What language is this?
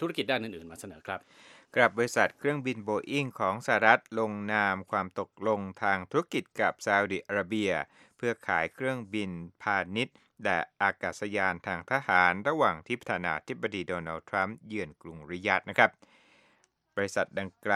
Thai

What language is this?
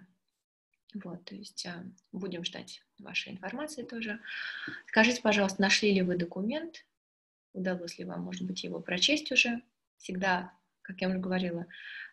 Russian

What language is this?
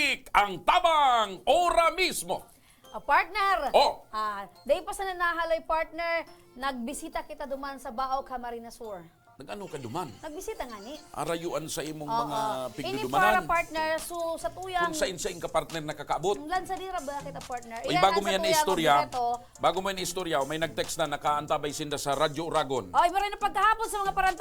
Bikol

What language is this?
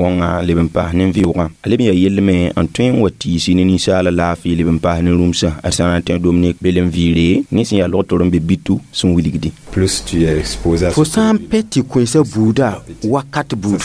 Mossi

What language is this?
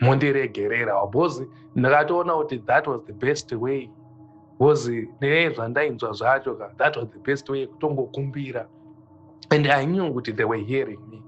Shona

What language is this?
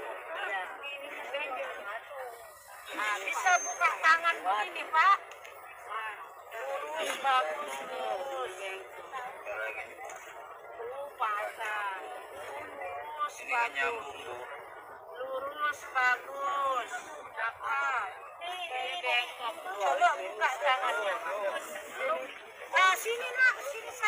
Indonesian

